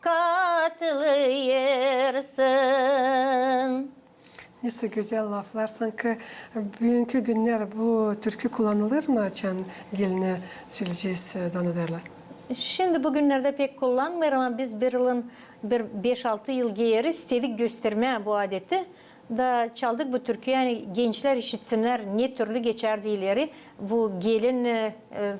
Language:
Gagauz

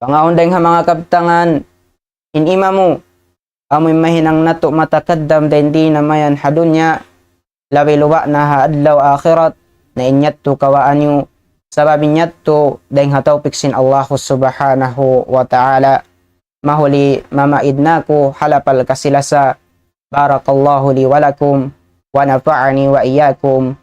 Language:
Tausug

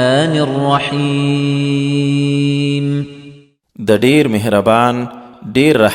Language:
Pashto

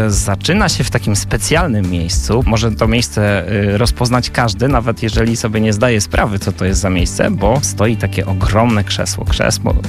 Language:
Polish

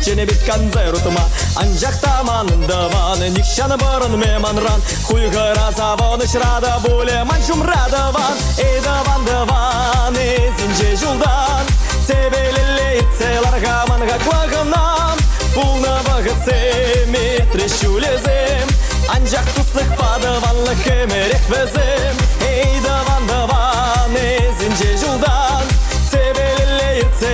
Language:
Chuvash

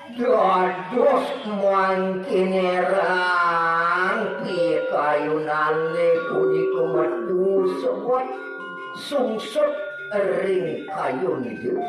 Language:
Balinese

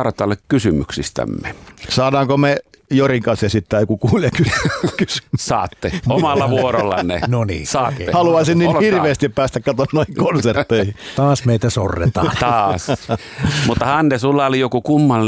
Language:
Finnish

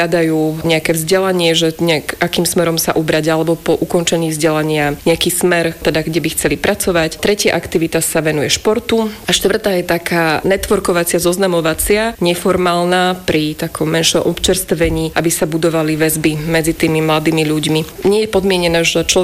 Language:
Slovak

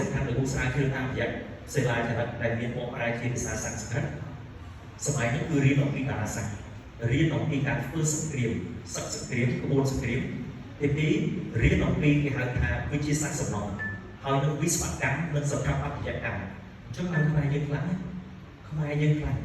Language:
Khmer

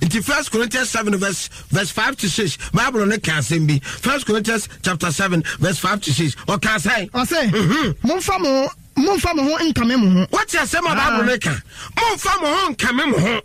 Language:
Akan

